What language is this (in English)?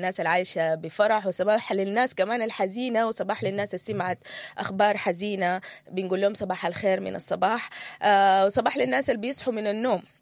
Sudanese Arabic